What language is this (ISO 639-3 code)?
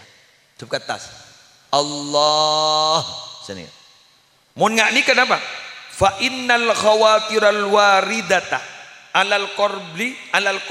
mad